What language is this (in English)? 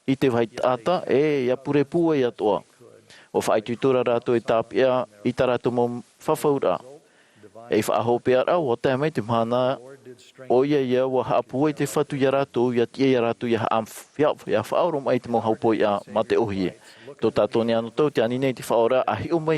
Tahitian